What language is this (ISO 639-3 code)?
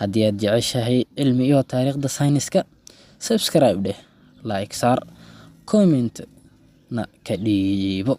som